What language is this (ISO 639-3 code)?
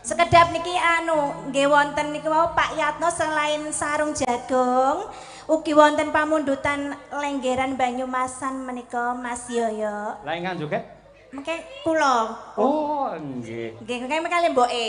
jav